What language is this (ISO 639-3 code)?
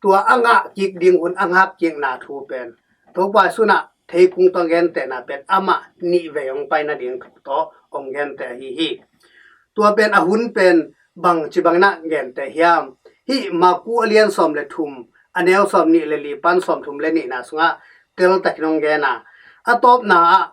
ctd